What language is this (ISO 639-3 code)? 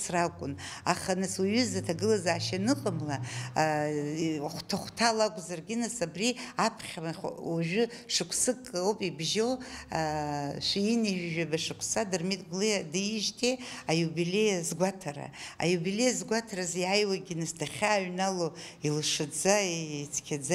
abk